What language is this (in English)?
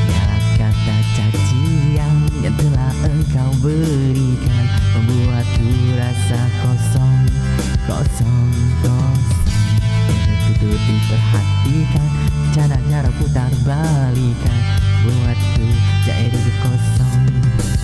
Malay